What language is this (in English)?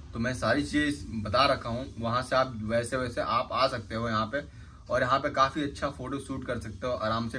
Hindi